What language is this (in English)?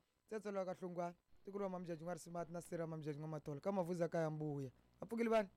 Tsonga